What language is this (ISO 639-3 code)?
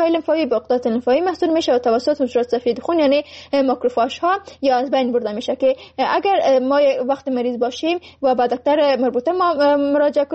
fas